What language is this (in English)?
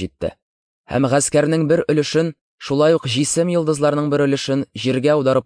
Tatar